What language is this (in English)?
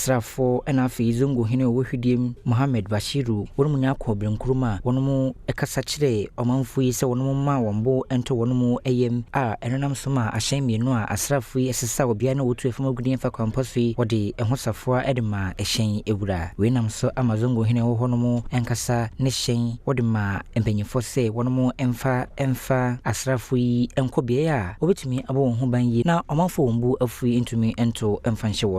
Akan